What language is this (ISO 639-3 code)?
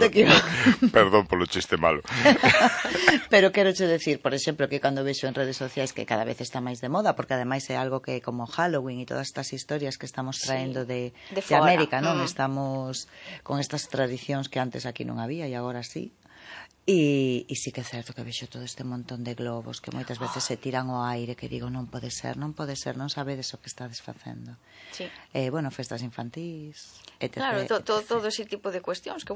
glg